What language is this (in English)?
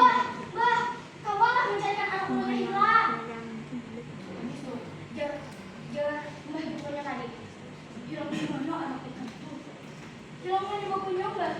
Banjar